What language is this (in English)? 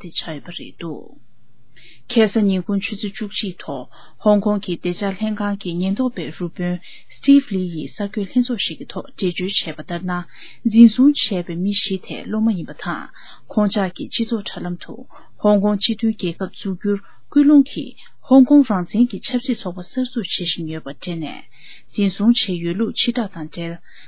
Tibetan